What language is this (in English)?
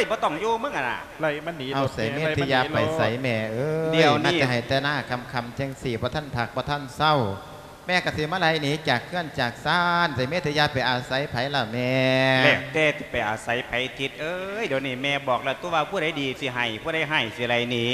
Lao